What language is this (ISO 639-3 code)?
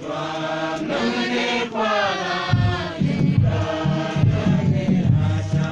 mfz